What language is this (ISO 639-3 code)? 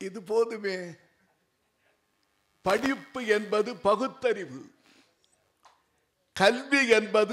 tam